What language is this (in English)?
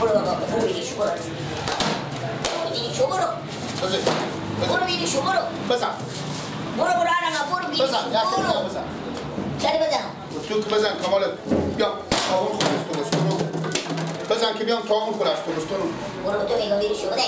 Persian